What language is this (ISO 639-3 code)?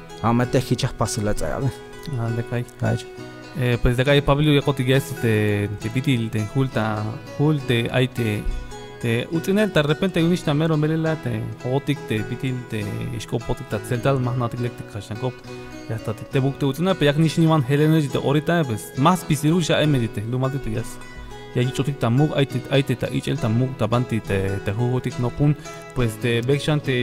tzh